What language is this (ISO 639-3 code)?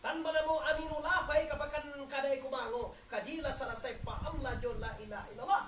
min